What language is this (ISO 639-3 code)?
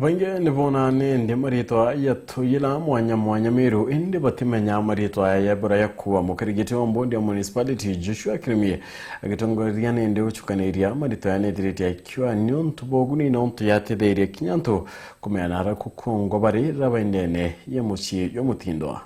mer